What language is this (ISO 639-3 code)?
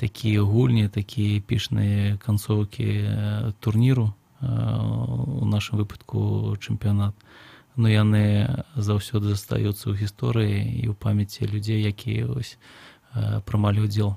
bel